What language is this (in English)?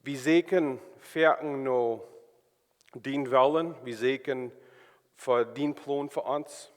Plautdietsch